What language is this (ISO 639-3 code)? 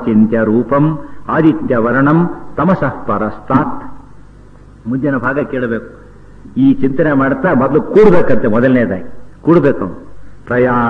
kan